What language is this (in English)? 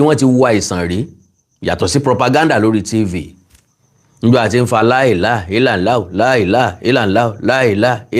Yoruba